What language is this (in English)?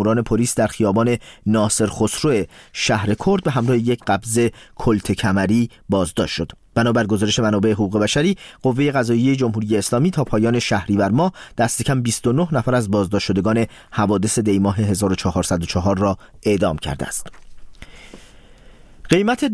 Persian